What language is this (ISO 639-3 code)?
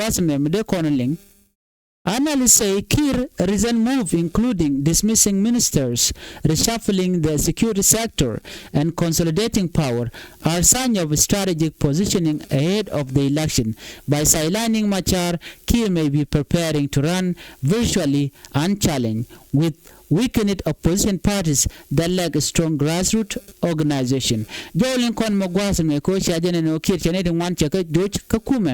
nus